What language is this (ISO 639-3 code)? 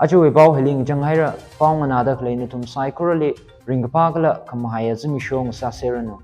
nmf